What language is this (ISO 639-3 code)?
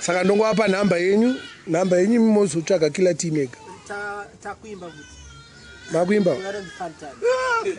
sna